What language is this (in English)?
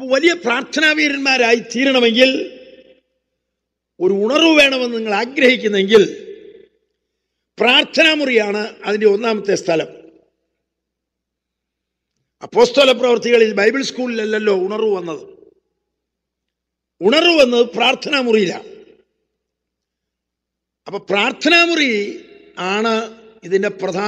Malayalam